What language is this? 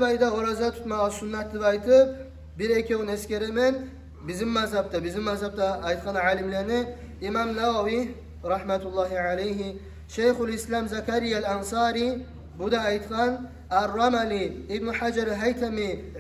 Kumyk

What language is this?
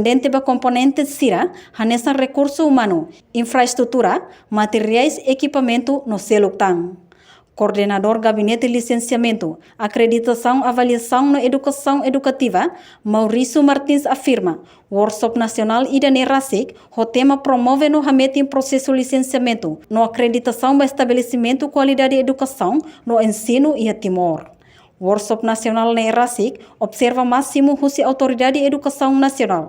Tetum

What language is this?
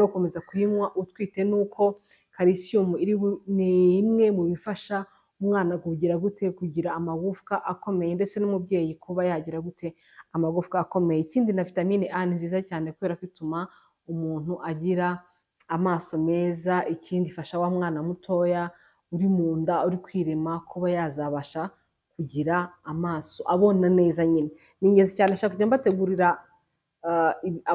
Kinyarwanda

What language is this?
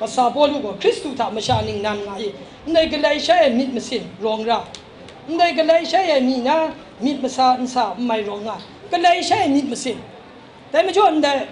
Kachin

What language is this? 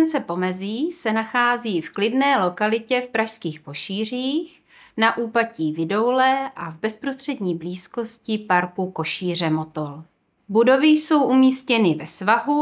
Czech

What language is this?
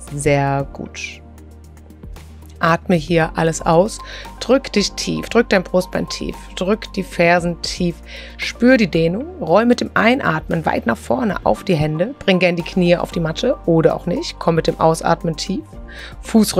German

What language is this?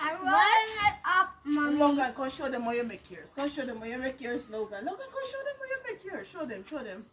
Jamaican Creole English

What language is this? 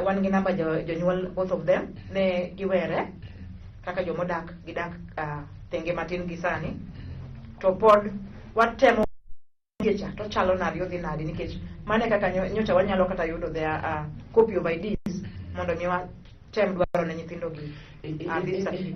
Luo (Kenya and Tanzania)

